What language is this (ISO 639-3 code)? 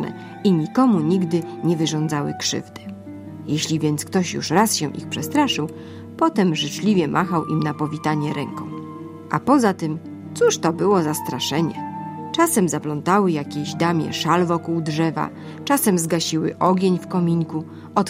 pol